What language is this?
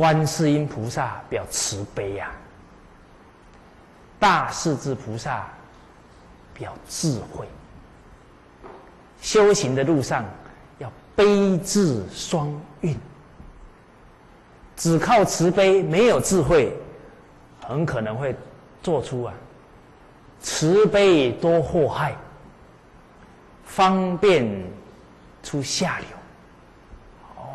Chinese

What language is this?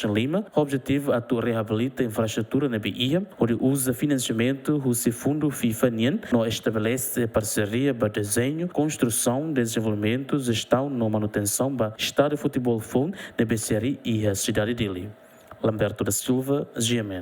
Tetum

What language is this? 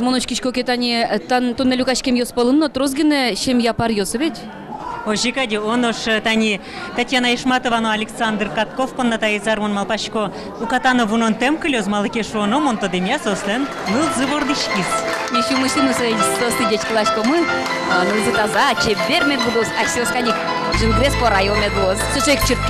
Udmurt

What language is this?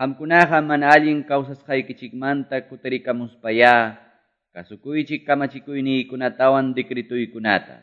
Quechua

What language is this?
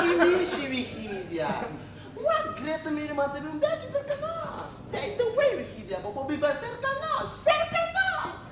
Papiamento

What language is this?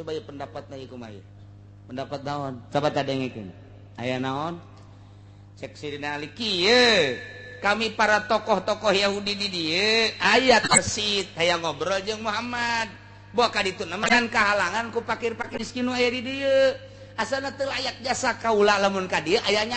Sundanese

